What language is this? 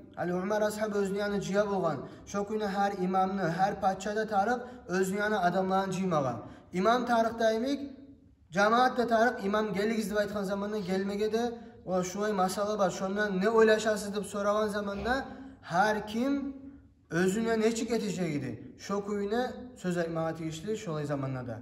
Kumyk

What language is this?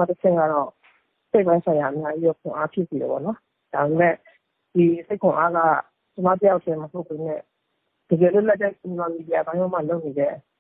Burmese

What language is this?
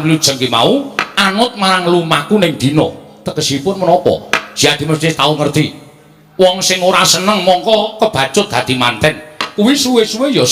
Javanese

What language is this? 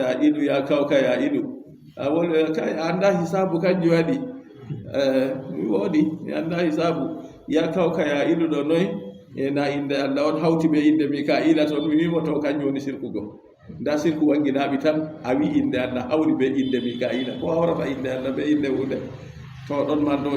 Fula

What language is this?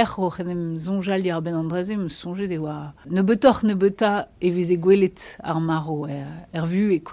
Breton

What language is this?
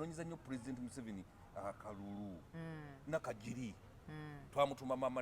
Ganda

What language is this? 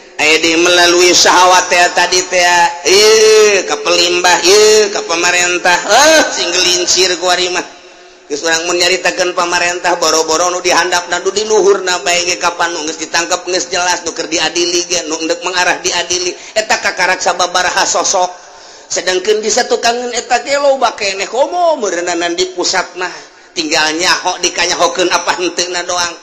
Sundanese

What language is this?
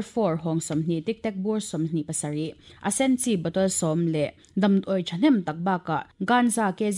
Mizo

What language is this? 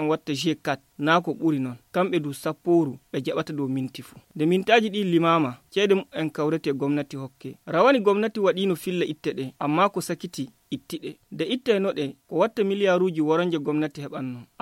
Fula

